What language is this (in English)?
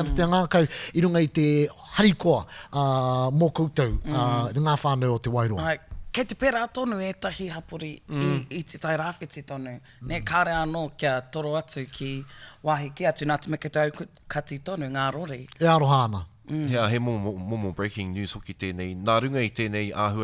Māori